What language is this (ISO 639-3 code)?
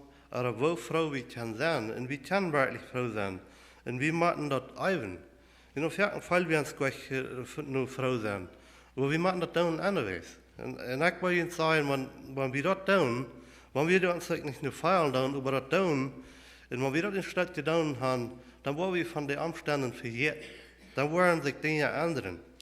pdt